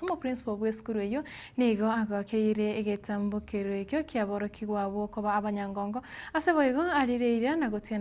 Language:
Gusii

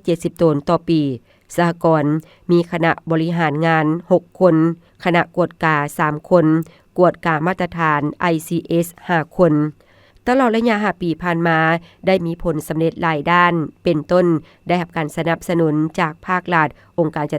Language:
Lao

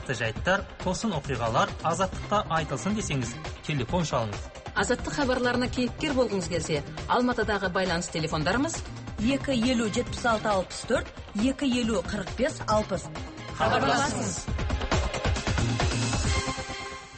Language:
Kazakh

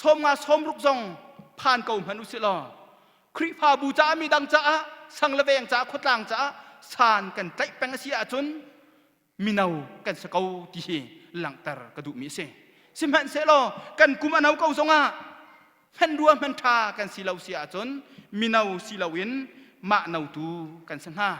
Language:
Hakha Chin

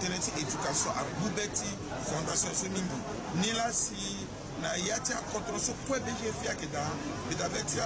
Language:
Sango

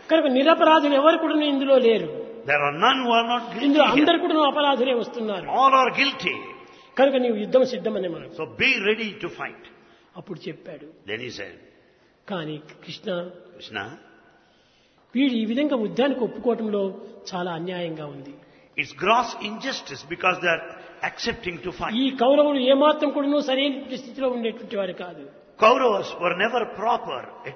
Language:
Telugu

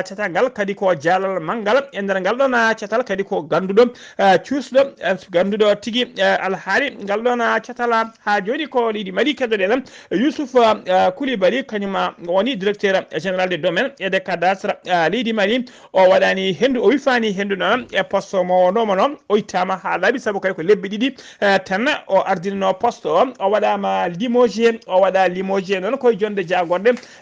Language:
Fula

